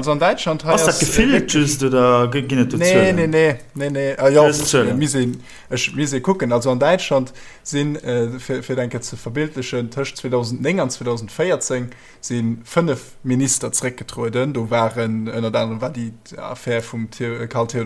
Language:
Luxembourgish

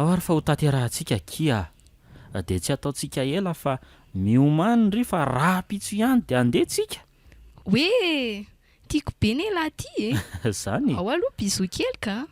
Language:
Malagasy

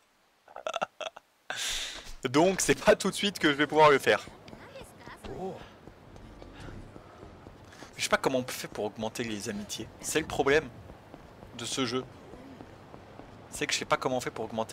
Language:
French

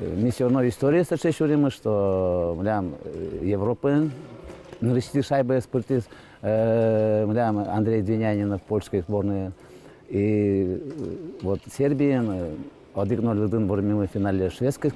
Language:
Udmurt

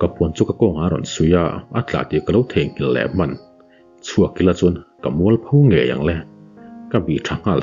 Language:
Mizo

